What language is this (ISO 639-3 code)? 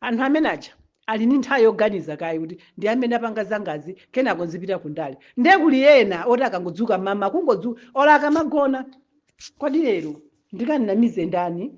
nya